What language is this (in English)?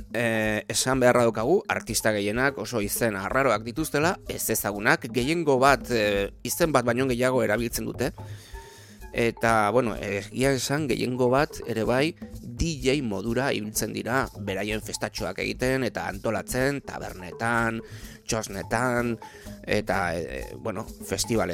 Basque